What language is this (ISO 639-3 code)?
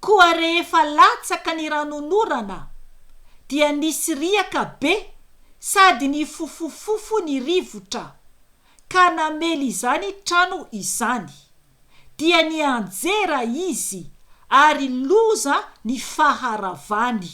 mlg